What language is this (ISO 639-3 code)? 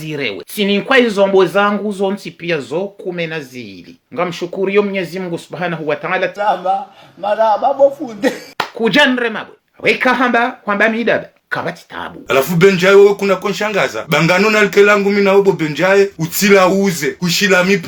zdj